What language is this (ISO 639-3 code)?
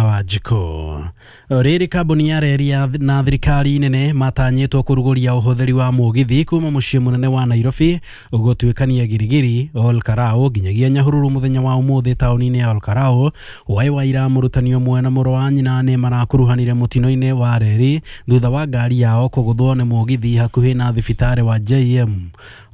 kik